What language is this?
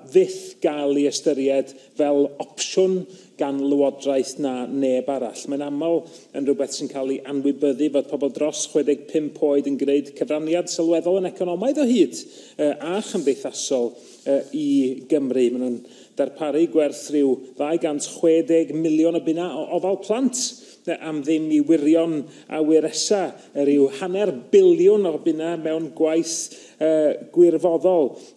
Welsh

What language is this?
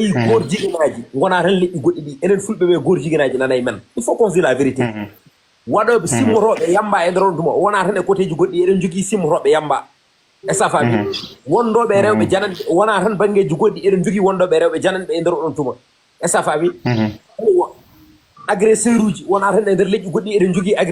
Fula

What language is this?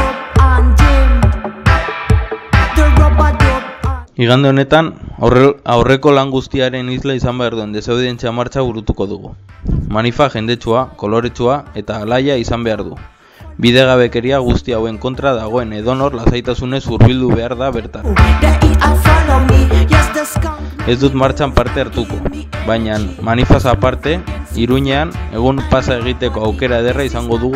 Basque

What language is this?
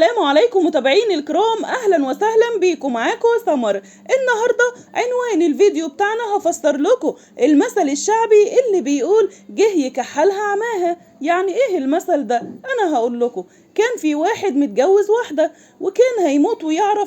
Egyptian Arabic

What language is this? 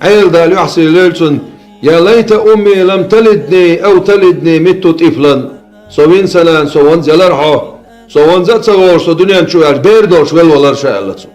Chechen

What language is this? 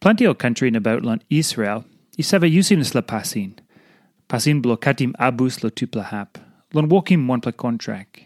Tok Pisin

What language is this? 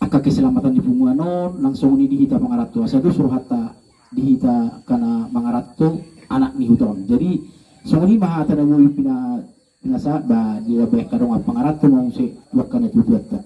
Batak Toba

